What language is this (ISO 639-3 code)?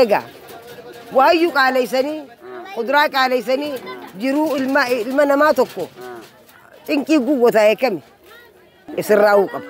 orm